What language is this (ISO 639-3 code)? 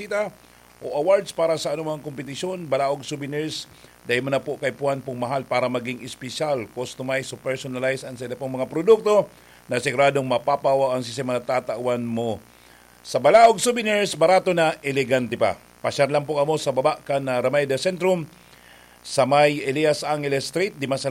bik